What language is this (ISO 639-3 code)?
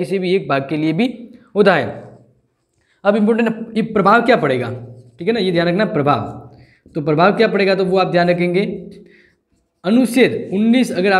hin